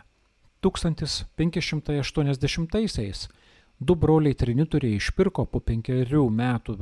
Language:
Lithuanian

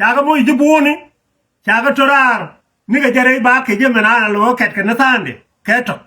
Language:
Nuer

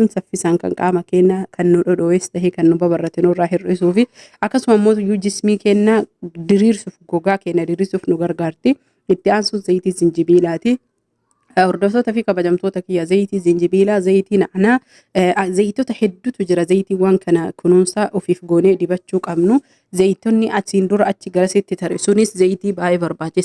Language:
Oromo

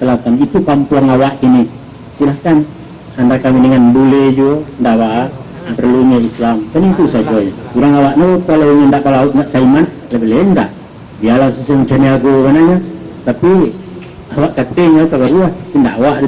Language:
Minangkabau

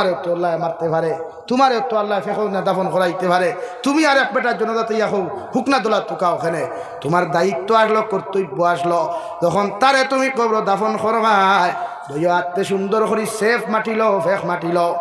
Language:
Sylheti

